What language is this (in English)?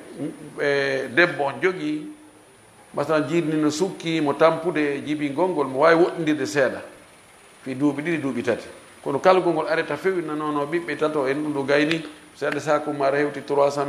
Fula